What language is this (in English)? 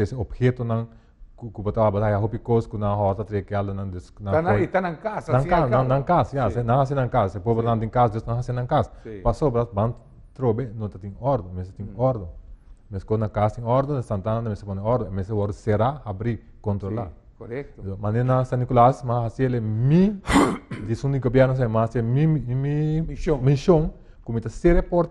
Papiamento